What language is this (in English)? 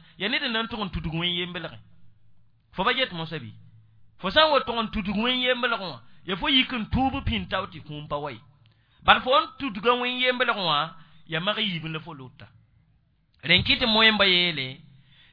Mossi